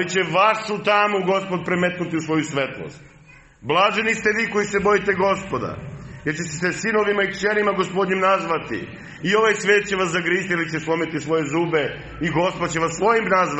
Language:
Serbian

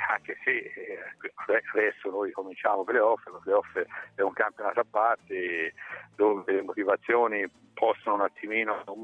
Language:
Italian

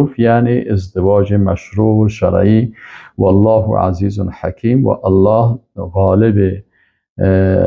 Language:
Persian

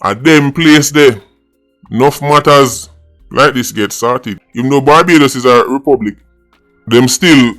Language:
Jamaican Creole English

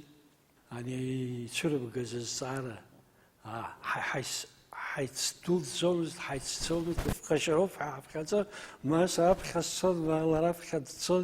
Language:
Abkhazian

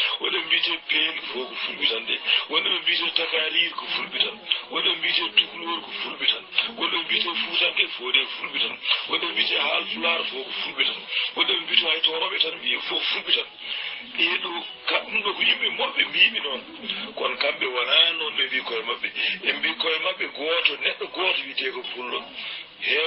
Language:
Fula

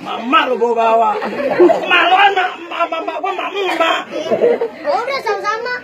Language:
Betawi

